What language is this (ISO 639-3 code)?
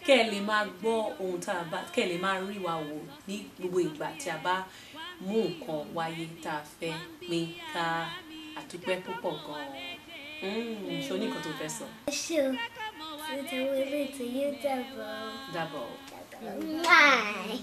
yor